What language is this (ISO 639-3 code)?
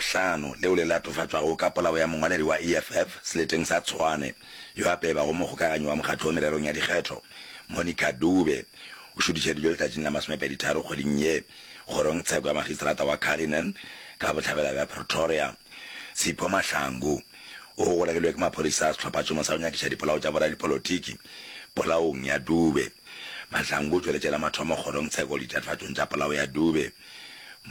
nso